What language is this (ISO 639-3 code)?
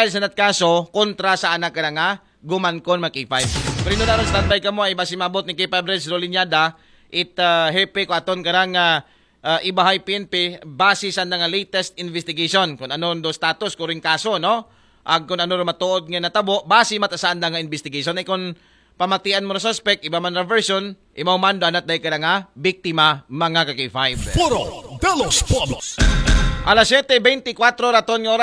akl